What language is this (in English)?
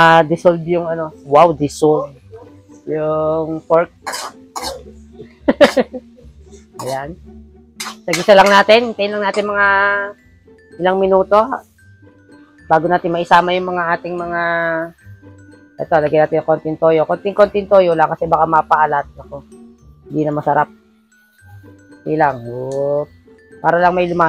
Filipino